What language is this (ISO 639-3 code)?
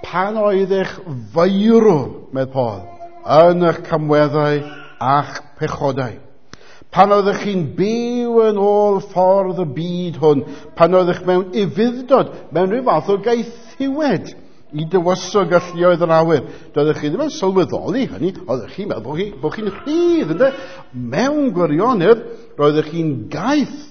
cym